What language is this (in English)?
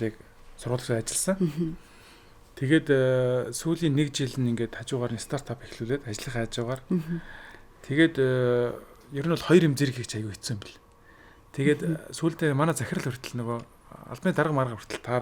Mongolian